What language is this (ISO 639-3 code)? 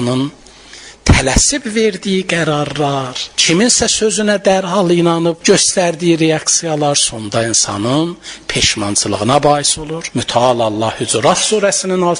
aze